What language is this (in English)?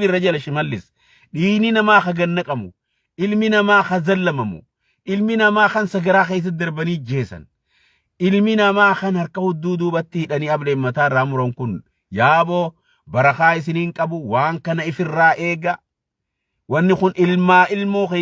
Oromo